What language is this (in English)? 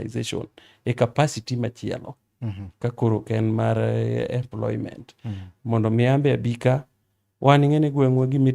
Luo (Kenya and Tanzania)